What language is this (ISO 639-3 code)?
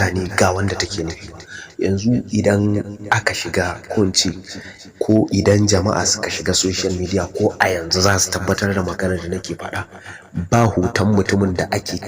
hau